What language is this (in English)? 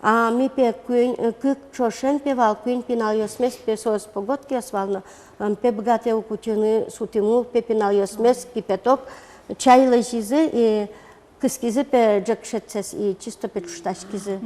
Udmurt